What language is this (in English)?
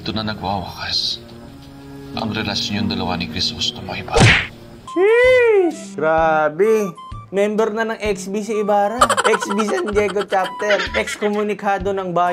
Filipino